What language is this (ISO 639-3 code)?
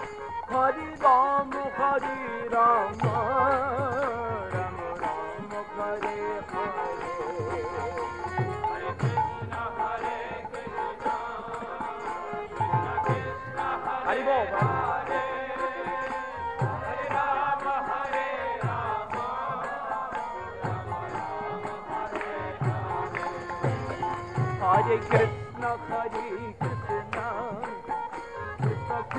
hin